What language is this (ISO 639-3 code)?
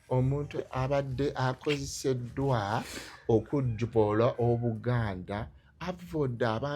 lug